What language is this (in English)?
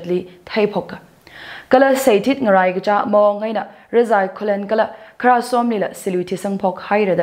Tangkhul Naga (India)